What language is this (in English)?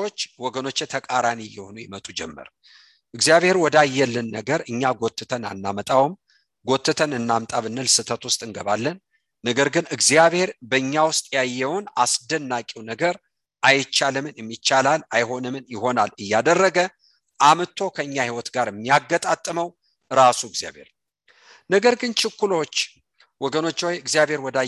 Amharic